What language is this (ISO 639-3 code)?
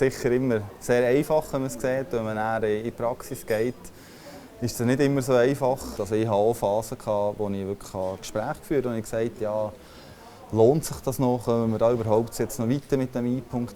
gsw